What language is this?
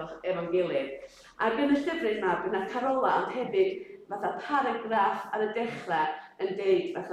Welsh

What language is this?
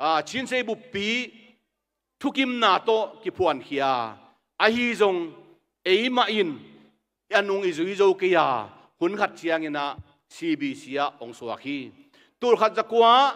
Tedim Chin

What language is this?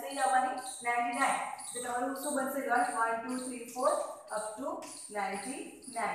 Gujarati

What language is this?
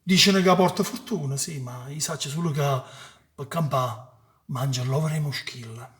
Neapolitan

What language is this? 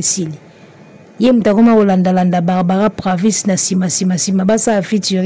Lingala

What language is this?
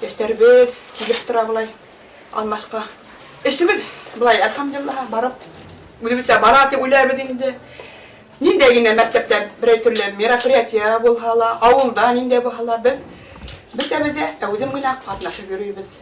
Bashkir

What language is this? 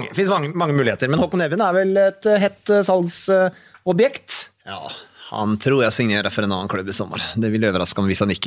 Norwegian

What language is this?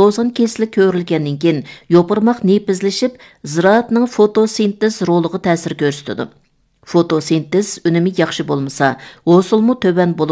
Uyghur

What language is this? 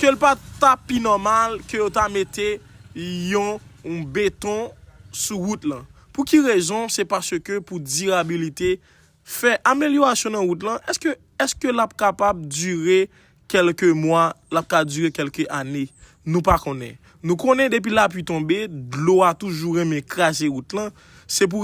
Haitian Creole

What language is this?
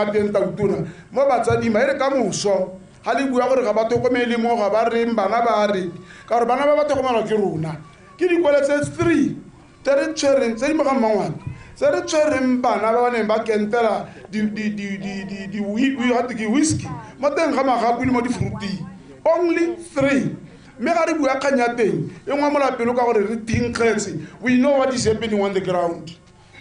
Tswana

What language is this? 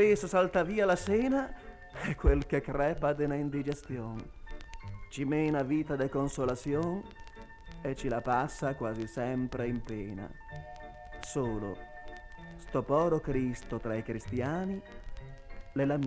Venetian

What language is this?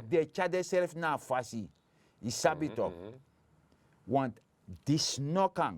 Sranan Tongo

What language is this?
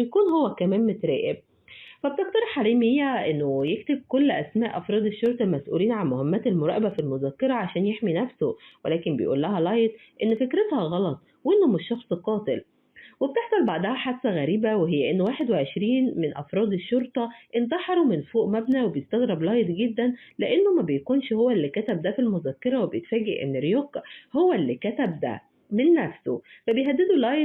Egyptian Arabic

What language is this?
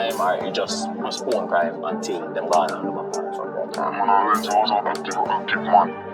Jamaican Creole English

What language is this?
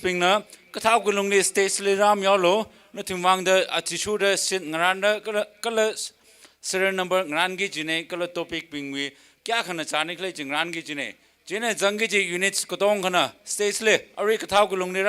Tangkhul Naga (India)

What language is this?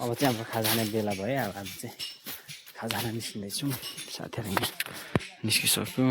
Nepali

